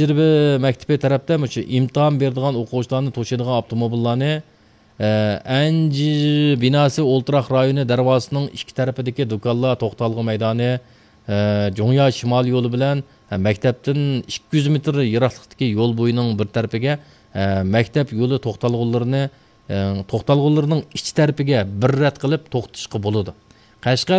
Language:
Uyghur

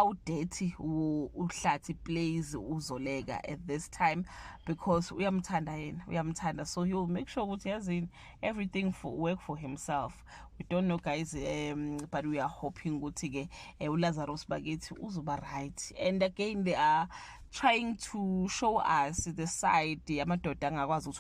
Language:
Zulu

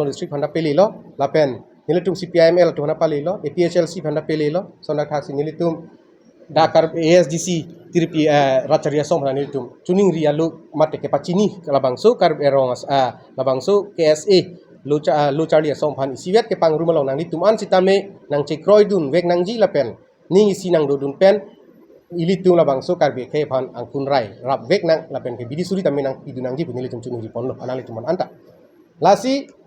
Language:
Karbi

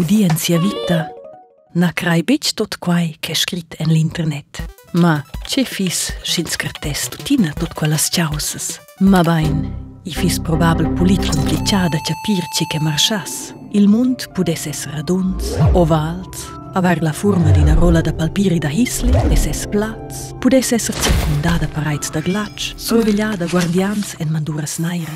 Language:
Romansh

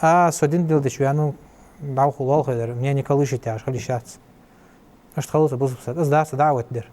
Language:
Ingush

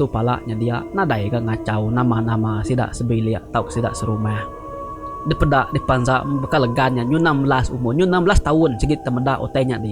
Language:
Iban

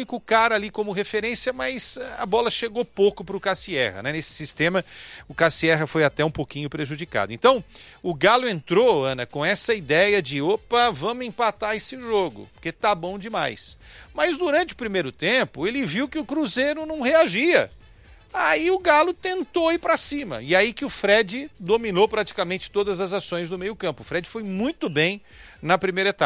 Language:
Portuguese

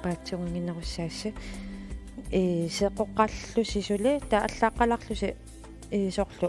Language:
Kalaallisut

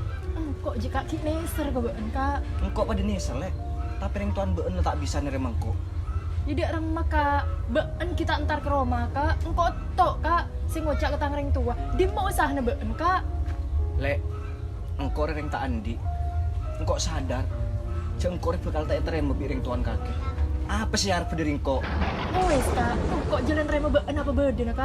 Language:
Madurese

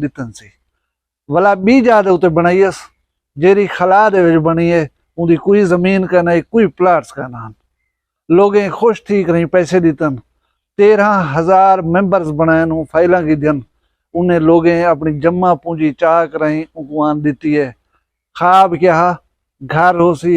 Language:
Saraiki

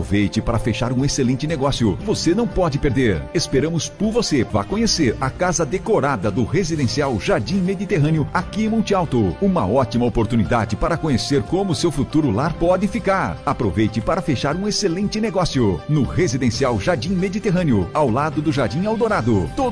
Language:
Portuguese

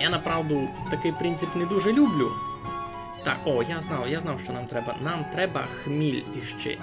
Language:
Rusyn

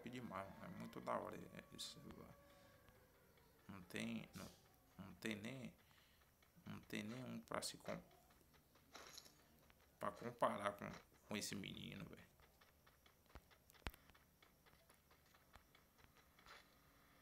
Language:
Portuguese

